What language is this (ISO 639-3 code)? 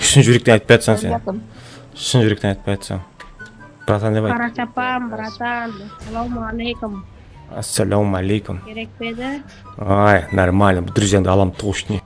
kaa